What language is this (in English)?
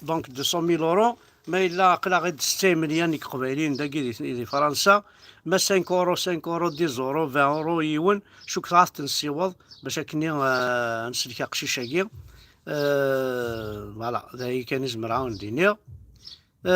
Kabyle